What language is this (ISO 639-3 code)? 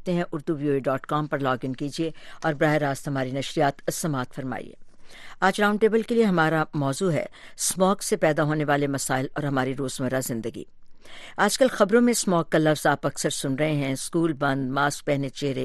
urd